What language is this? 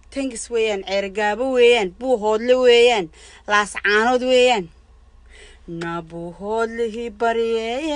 Somali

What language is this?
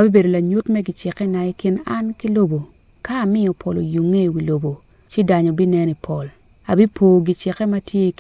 Acoli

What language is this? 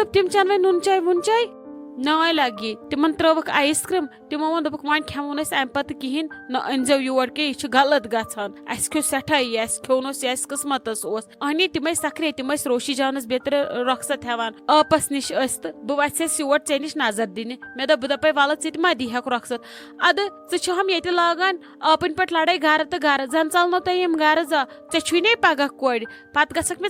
Kashmiri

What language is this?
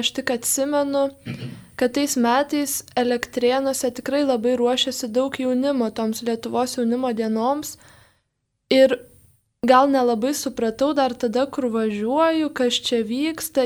Lithuanian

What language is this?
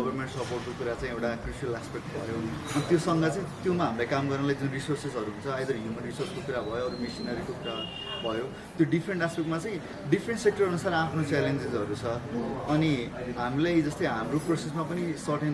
Nepali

